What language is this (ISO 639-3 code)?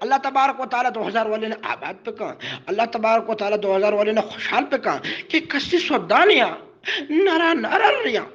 bgp